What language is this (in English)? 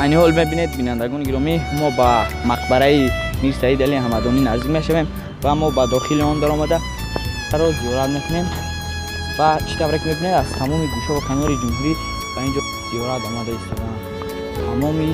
Tajik